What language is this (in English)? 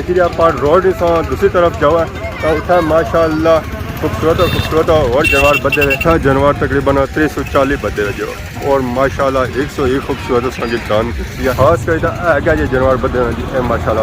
Pahari-Potwari